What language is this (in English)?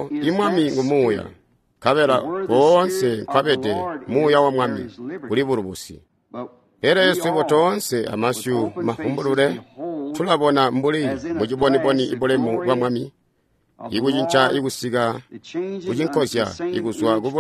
Tonga (Zambia)